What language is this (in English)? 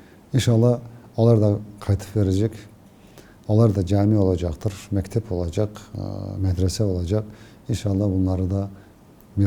Crimean Tatar